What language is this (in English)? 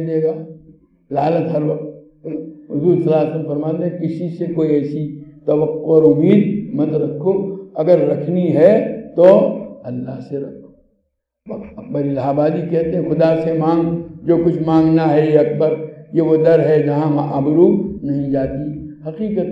Urdu